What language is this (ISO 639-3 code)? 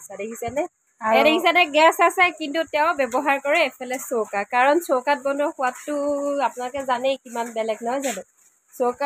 asm